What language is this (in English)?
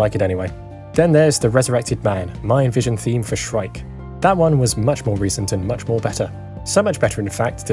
English